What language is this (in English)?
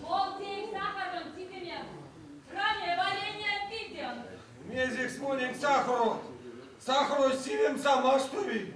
Erzya